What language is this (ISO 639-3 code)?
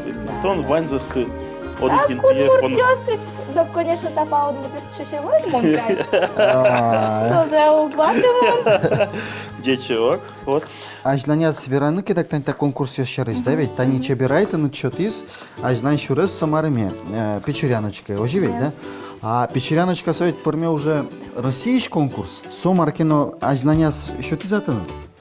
udm